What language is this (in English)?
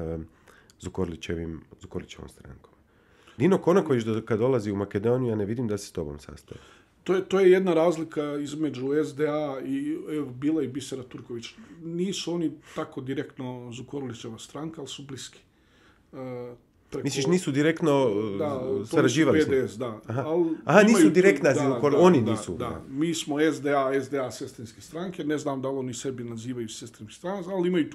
Bosnian